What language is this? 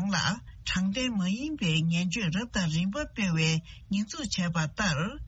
Tibetan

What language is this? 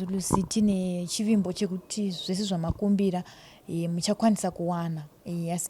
Shona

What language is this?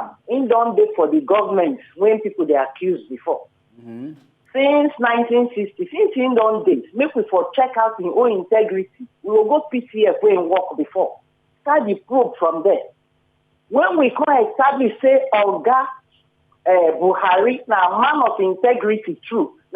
Nigerian Pidgin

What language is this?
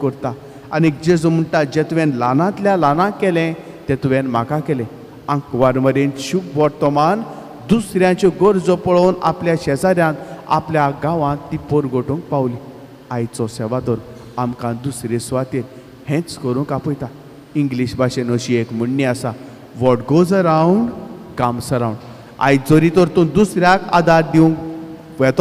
Konkani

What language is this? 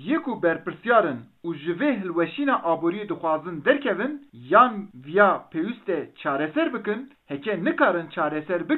Kurdish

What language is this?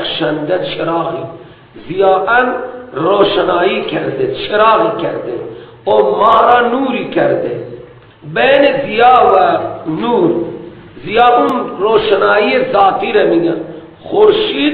Persian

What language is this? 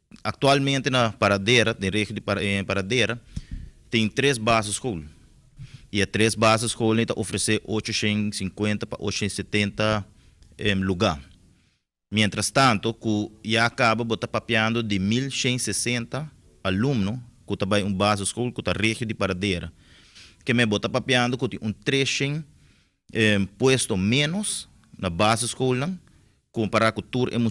Papiamento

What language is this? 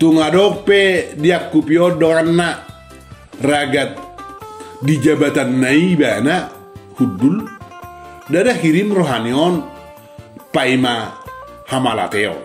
Batak Toba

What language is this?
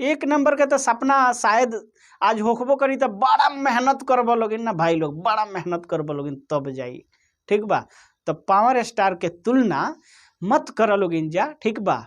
Bhojpuri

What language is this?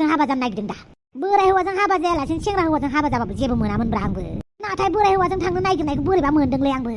Bodo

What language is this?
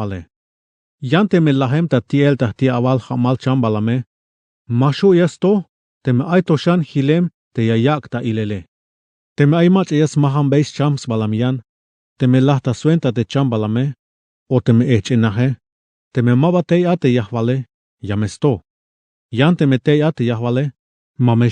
Tzeltal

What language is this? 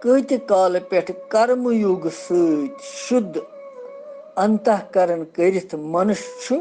Kashmiri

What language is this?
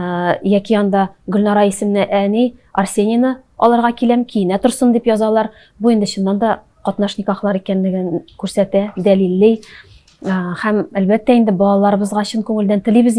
Tatar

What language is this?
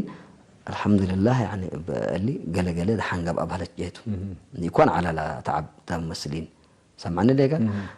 Tigre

